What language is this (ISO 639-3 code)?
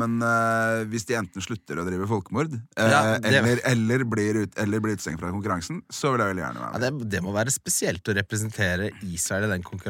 nor